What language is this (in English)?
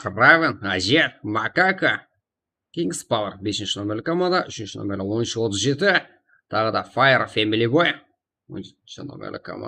Kara-Kalpak